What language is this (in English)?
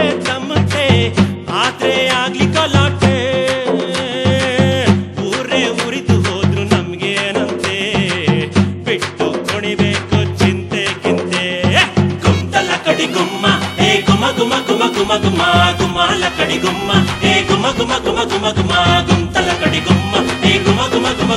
Kannada